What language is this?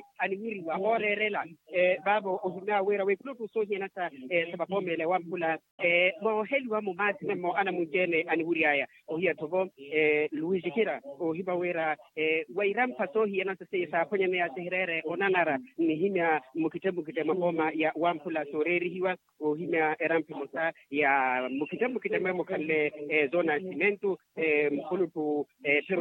Makhuwa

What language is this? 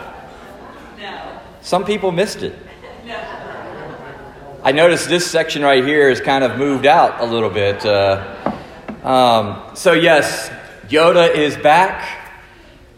English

